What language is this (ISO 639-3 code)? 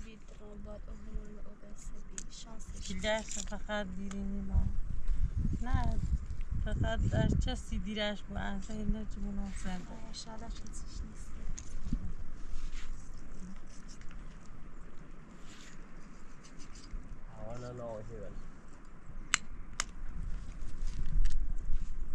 fas